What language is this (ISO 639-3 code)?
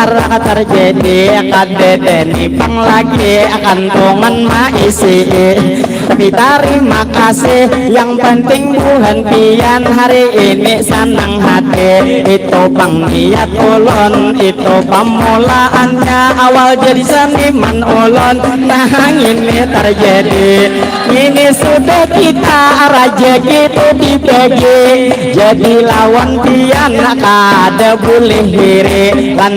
bjn